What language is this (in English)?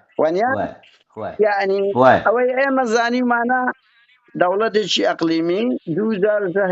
Central Kurdish